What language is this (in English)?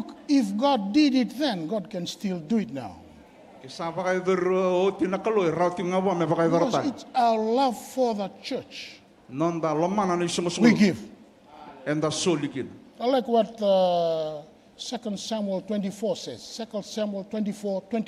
Fijian